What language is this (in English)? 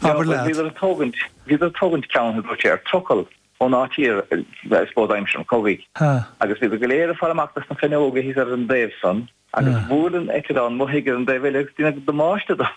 Irish